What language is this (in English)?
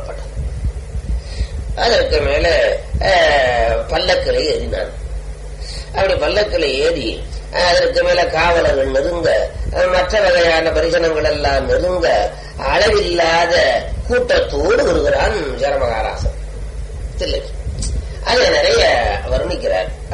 Tamil